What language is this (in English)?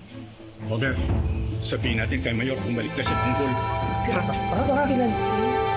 Filipino